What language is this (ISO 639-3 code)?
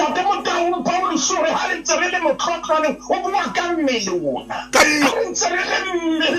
sot